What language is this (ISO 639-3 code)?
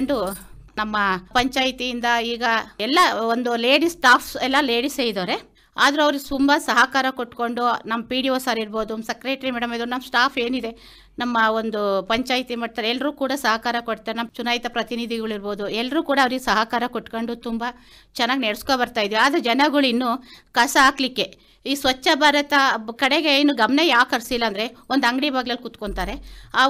kan